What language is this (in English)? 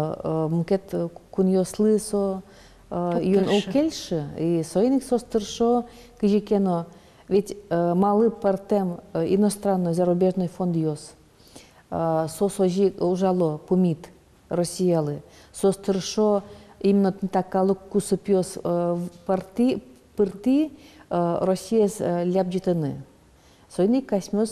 Udmurt